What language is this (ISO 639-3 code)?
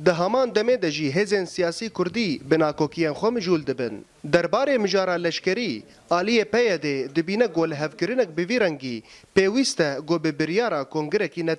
kur